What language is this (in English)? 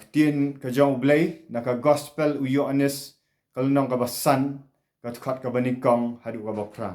Khasi